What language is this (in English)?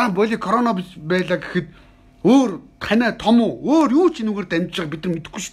Mongolian